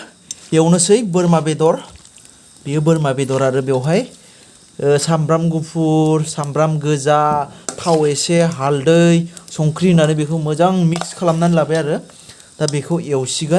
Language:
Bodo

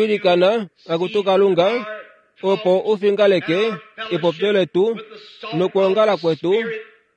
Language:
Kuanyama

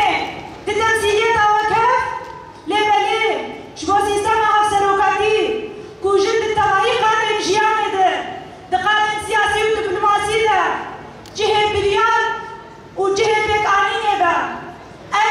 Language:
Kurdish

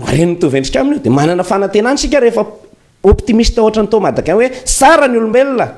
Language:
Malagasy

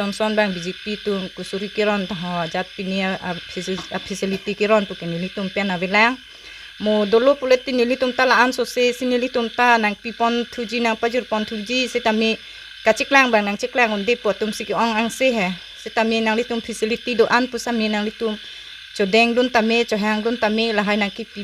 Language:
Karbi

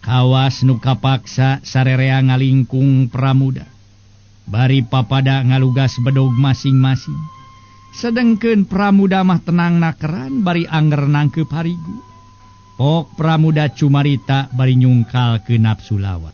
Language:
Sundanese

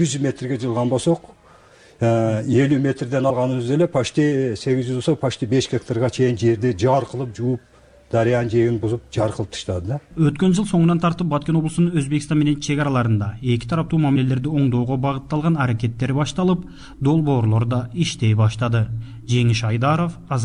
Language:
Kyrgyz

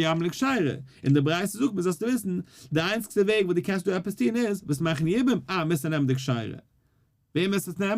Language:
Yiddish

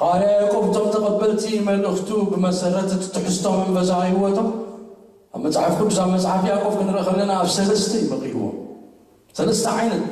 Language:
Tigrinya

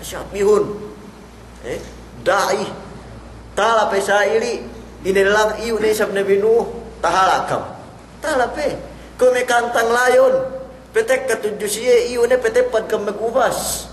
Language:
Yakan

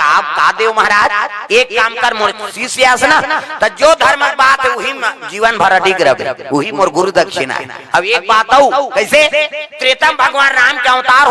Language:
Chhattisgarhi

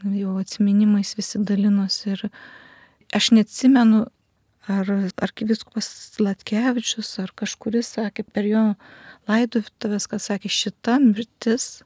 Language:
Lithuanian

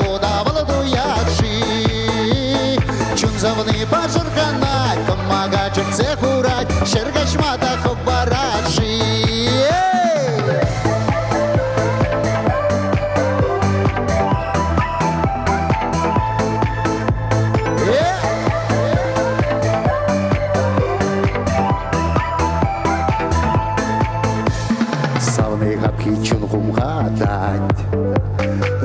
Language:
Chuvash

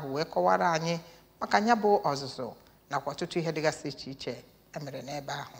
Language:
Igbo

